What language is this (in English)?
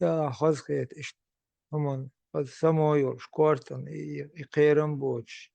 Chechen